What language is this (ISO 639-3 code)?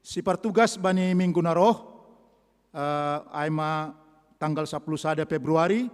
bts